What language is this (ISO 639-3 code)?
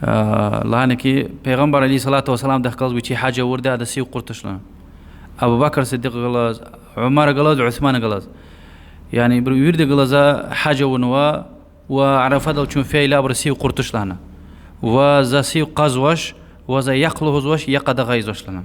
lez